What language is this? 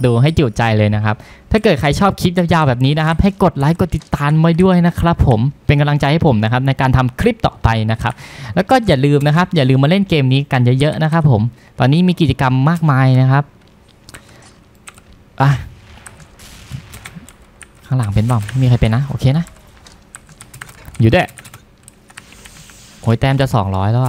Thai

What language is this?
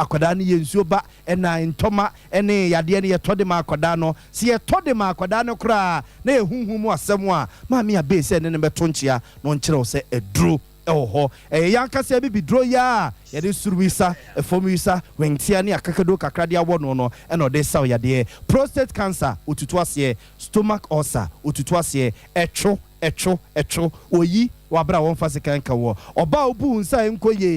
Akan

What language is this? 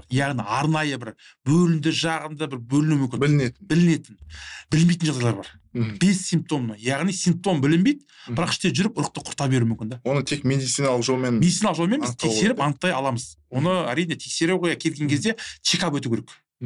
Kazakh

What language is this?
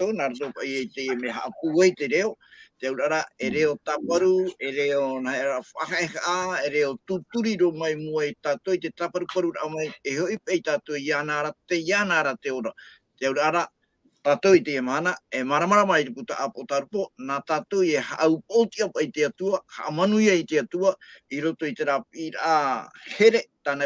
Tahitian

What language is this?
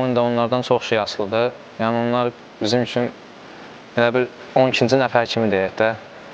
Azerbaijani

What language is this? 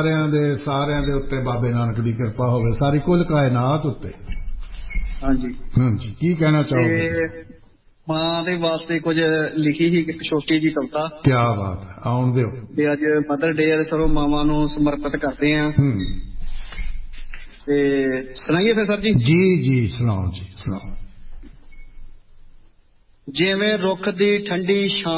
Punjabi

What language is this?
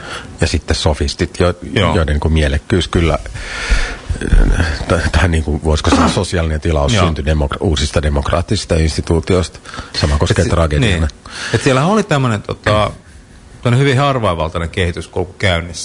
Finnish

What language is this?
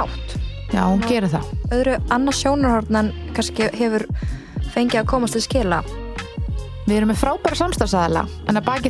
Icelandic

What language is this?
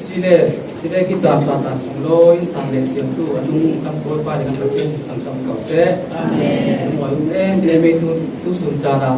Falam Chin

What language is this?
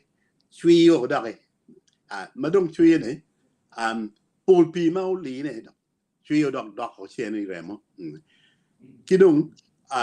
Acoli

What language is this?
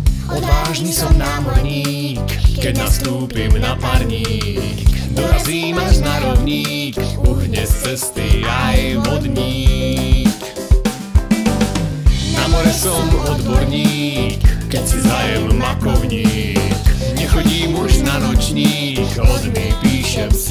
Slovak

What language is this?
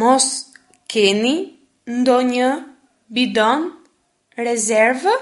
Albanian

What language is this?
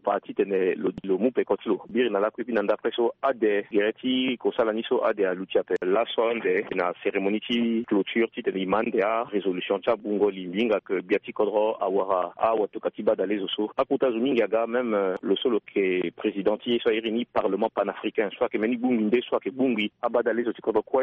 Sango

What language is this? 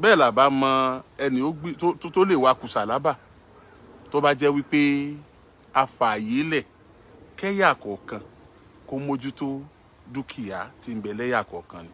Yoruba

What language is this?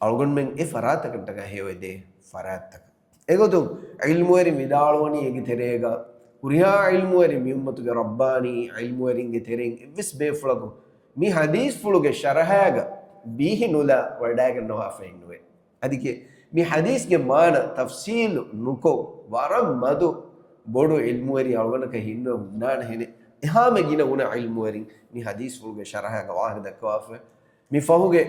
Divehi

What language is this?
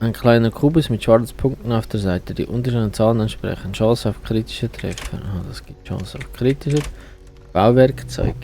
Swiss German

